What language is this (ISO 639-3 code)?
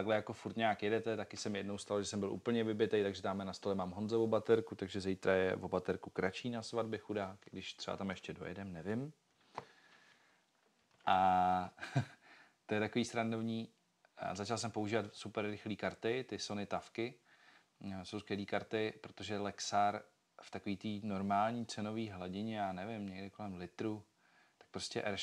ces